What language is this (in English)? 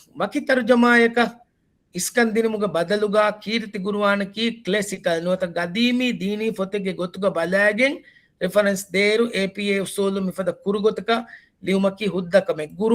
Divehi